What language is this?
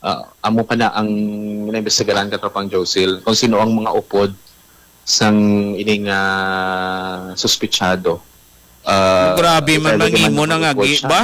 Hiligaynon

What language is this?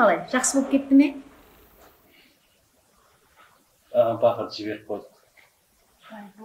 Kara-Kalpak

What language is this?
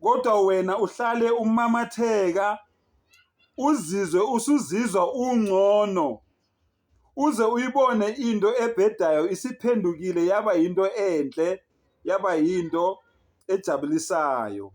Zulu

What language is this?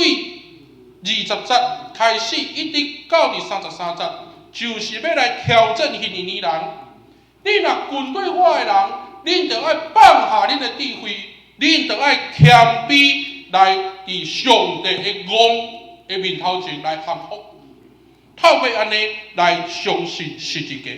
Min Nan Chinese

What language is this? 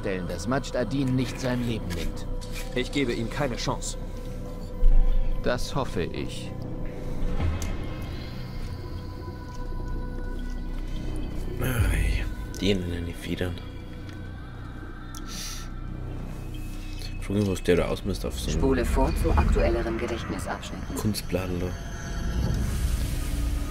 German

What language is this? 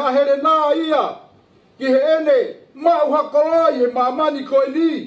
Tongan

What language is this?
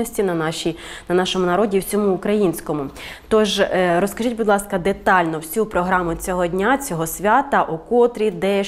Ukrainian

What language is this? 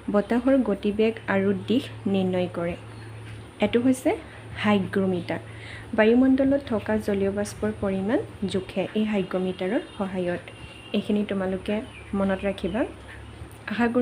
Assamese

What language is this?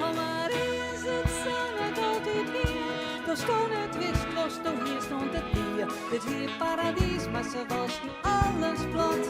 Western Frisian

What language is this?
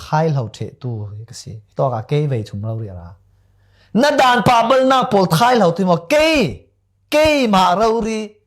Falam Chin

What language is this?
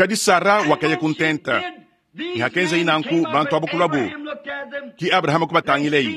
Luba-Lulua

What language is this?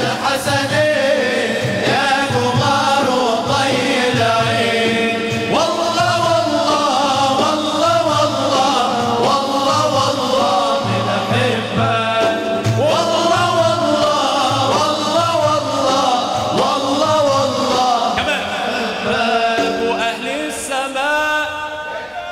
Arabic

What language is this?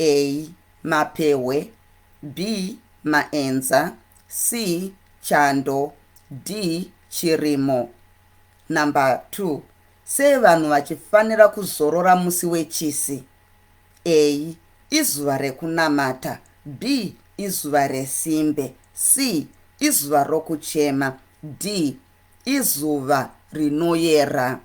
Shona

